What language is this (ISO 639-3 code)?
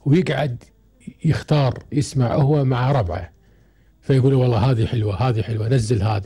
afb